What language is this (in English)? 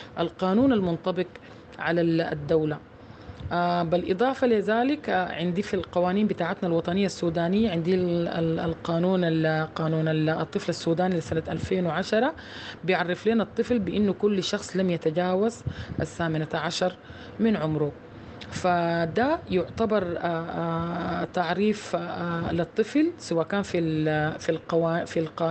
Sudanese Arabic